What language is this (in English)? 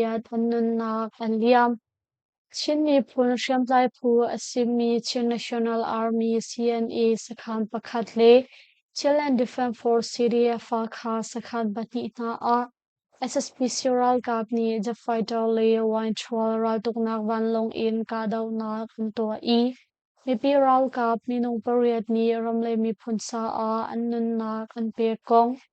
Hakha Chin